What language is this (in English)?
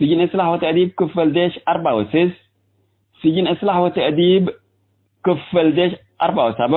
Tigre